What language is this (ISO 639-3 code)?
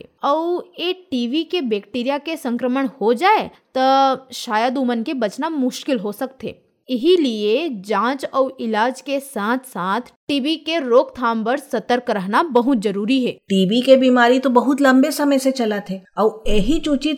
hin